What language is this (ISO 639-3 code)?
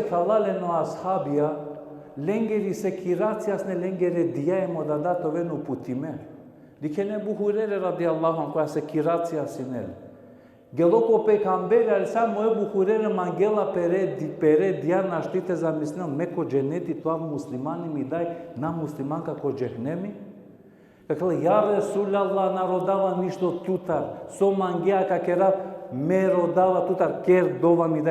rmn